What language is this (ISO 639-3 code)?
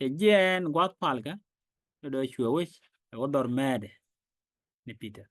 nus